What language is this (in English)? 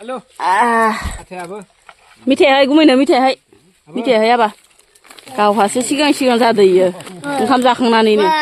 Bodo